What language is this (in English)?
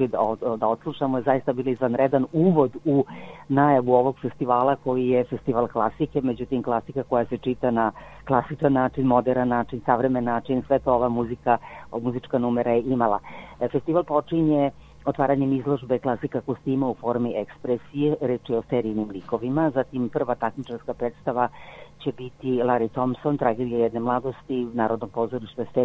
Serbian